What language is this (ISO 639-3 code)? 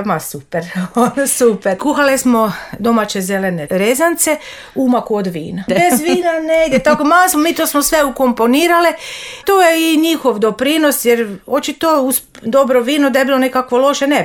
srp